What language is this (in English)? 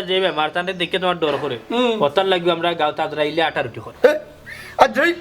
Sylheti